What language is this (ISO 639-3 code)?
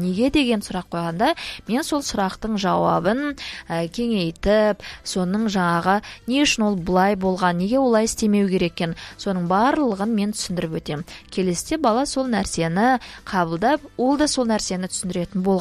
kaz